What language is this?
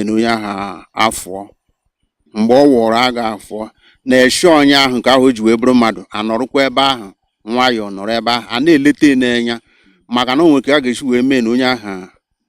Igbo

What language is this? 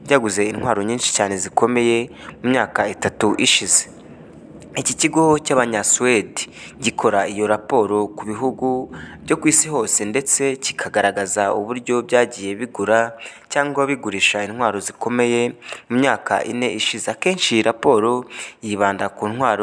Kinyarwanda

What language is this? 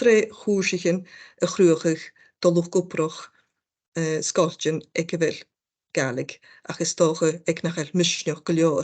Scottish Gaelic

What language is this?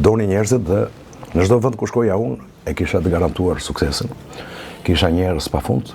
Albanian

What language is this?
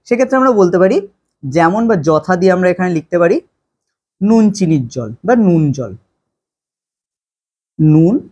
Bangla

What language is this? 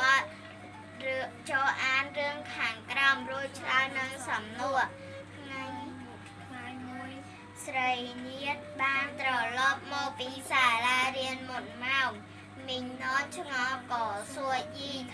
Khmer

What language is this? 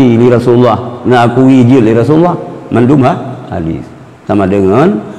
Achinese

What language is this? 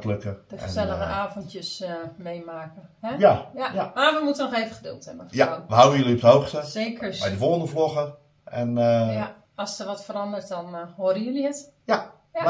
Dutch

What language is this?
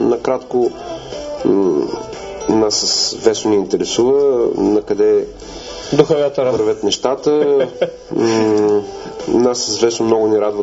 Bulgarian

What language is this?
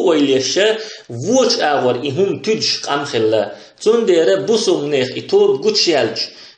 Chechen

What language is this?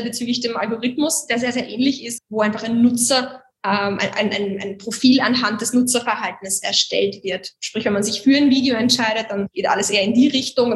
German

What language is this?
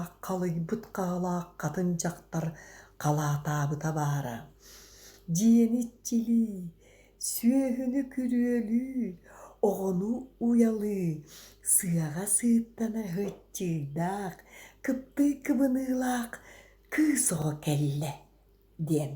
Yakut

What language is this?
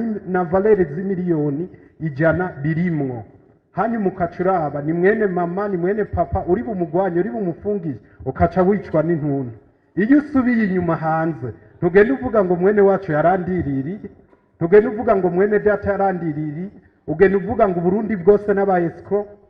Rundi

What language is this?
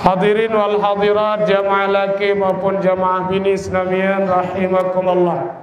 Sasak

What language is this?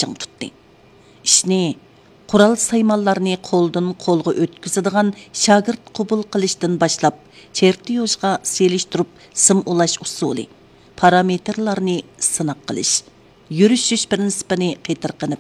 Uyghur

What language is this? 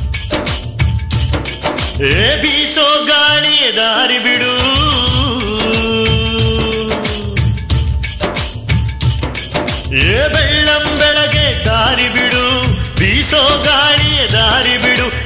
Kannada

